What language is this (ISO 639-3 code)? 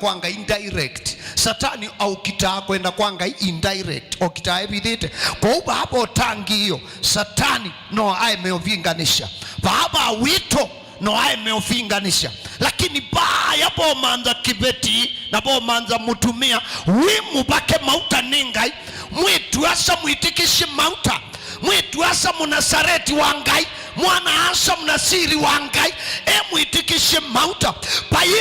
kam